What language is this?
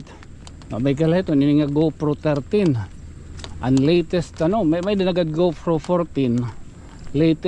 Waray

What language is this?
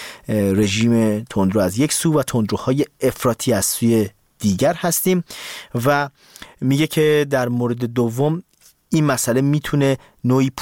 Persian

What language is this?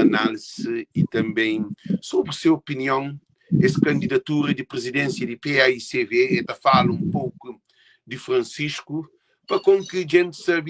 Kabuverdianu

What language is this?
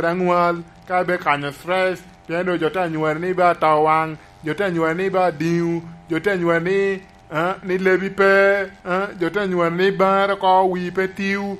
Lango (Uganda)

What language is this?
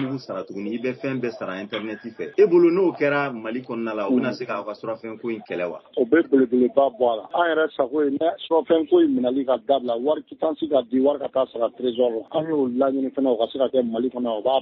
Bambara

